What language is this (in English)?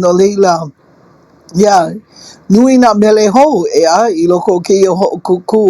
Hawaiian